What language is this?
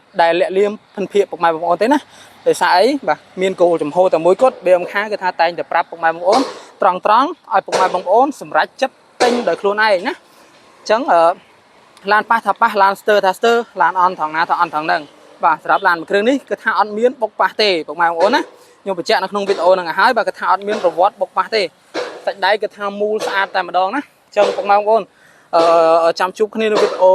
Khmer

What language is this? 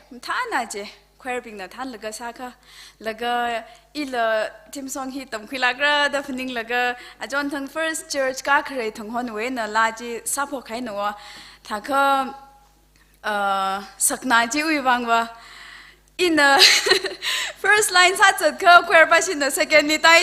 Tangkhul Naga (India)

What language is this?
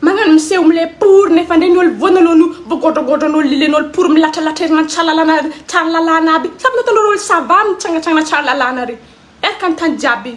Malagasy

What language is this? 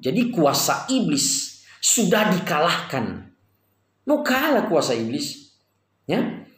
Nias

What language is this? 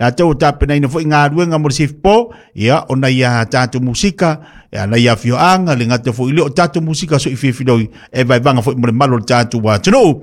Samoan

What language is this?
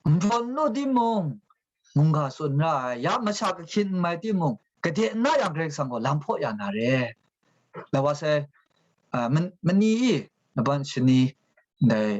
Kachin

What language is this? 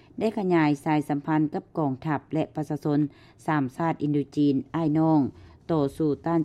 Lao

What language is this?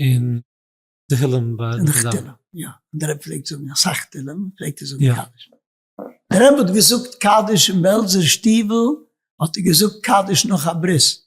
Yiddish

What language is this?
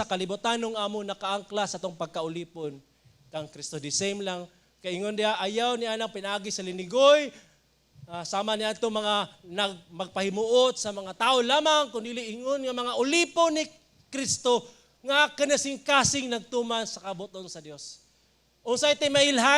Cebuano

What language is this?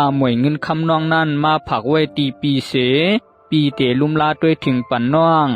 Shan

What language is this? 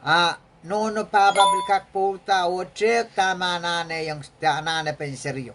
Pohnpeian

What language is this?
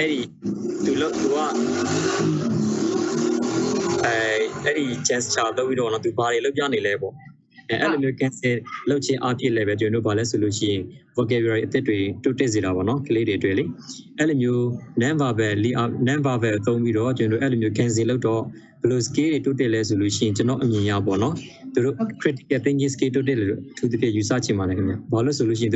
Burmese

